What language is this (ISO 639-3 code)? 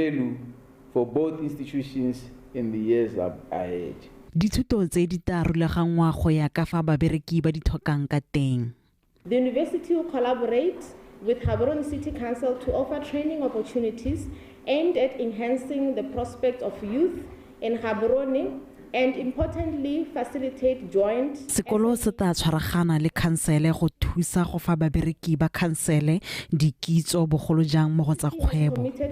tsn